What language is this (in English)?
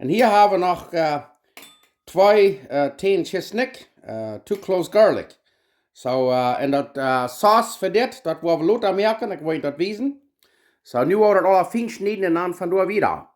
Plautdietsch